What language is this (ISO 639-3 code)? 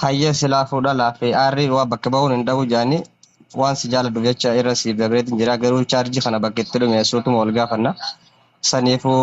orm